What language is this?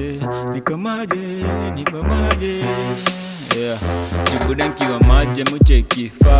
Swahili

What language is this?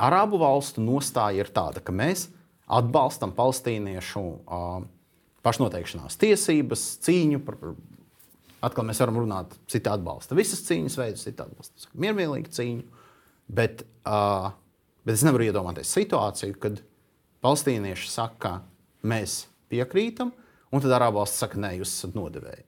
Latvian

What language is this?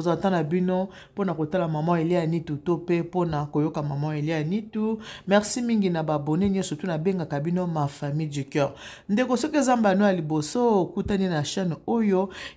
Lingala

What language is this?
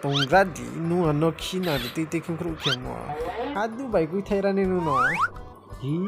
Riang (India)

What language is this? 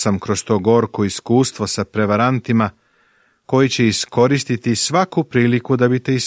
Serbian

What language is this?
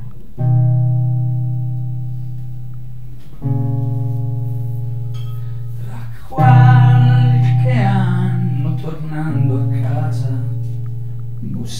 Italian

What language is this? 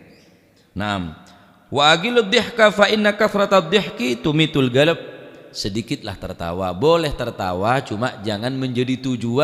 Madurese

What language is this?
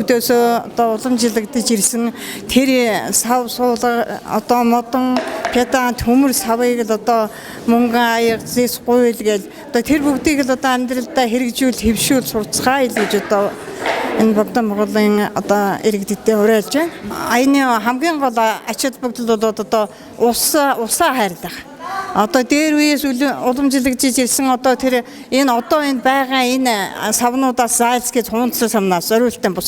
Mongolian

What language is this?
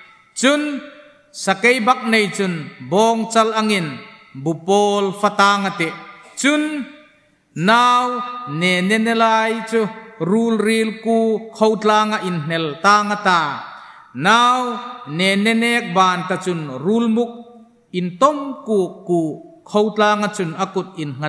Hmar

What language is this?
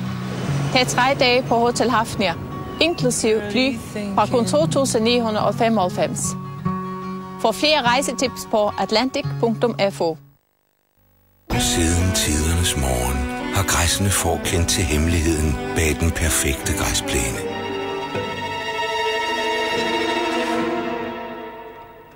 Danish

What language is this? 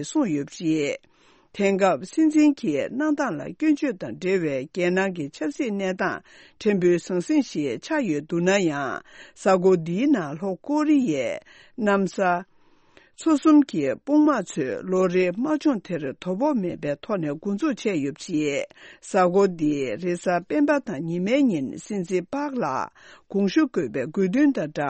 Tibetan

